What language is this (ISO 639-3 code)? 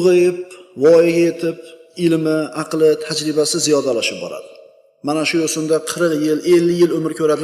uzb